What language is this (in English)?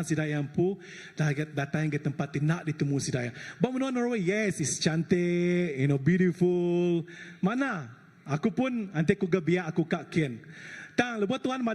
Iban